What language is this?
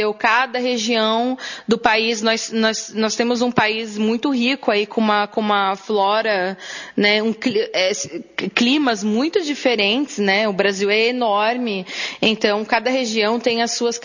Portuguese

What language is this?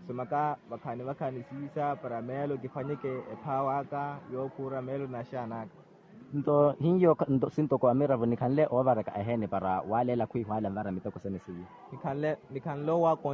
Makhuwa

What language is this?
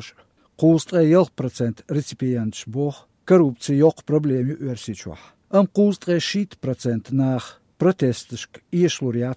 Chechen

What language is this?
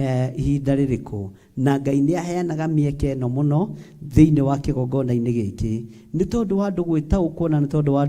Kikuyu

